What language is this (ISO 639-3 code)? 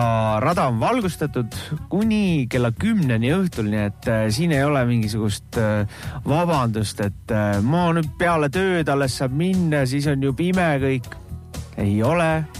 est